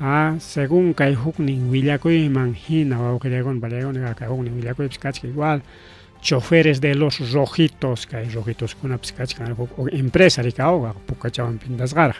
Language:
Ayacucho Quechua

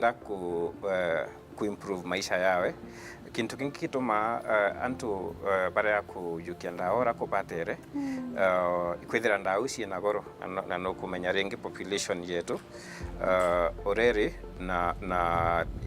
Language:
Meru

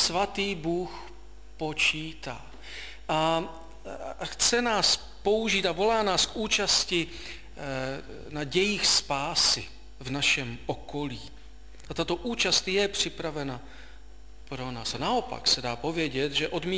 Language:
Czech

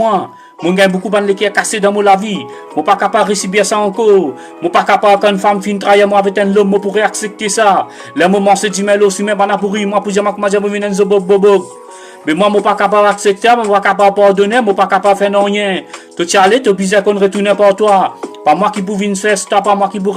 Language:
Morisyen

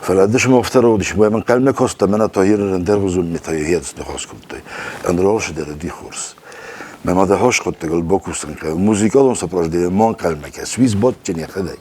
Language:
Ossetic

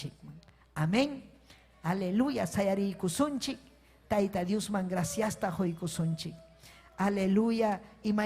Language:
Ayacucho Quechua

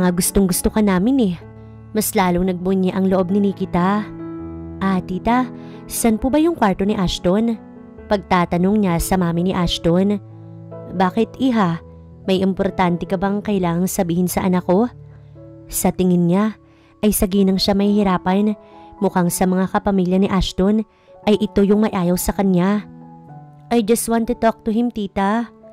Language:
Filipino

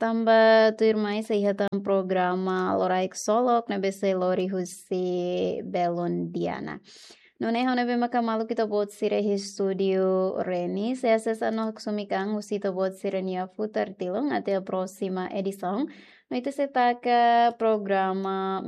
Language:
Tetum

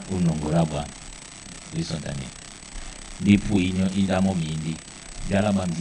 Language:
Duala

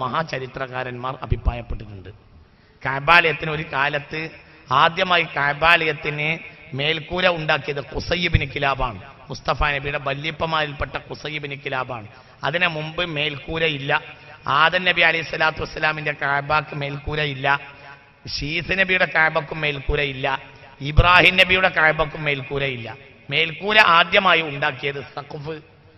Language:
Malayalam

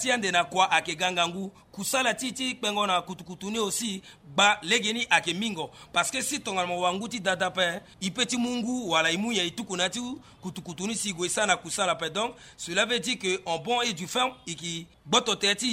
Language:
Sango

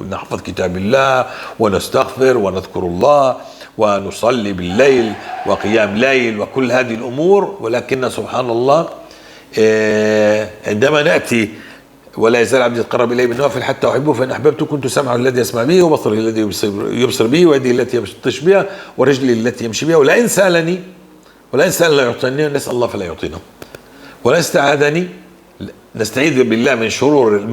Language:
North Levantine Arabic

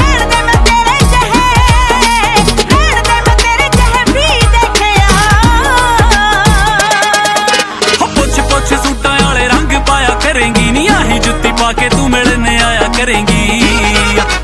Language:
Punjabi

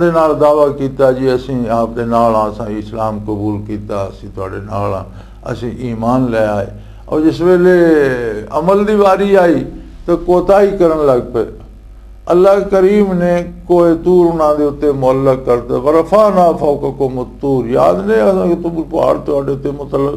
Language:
Western Panjabi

